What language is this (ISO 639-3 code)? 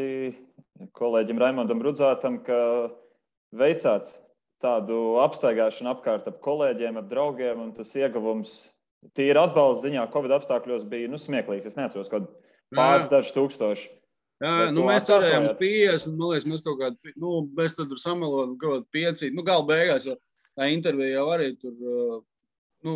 lav